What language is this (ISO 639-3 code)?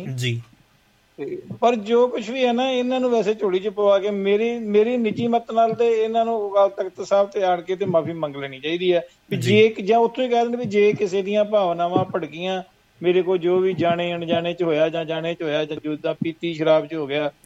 pan